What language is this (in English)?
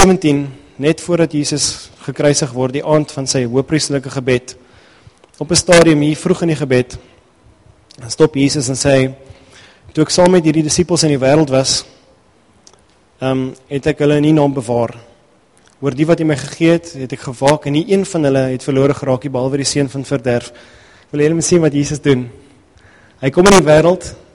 Afrikaans